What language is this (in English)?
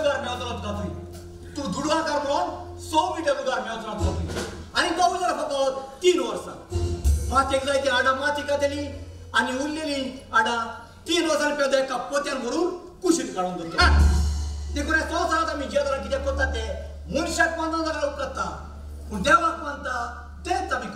Konkani